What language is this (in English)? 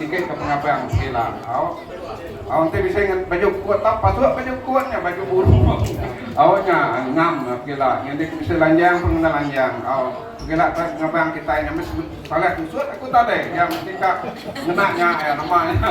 Iban